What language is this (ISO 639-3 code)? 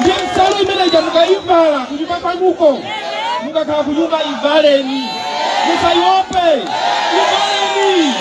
nya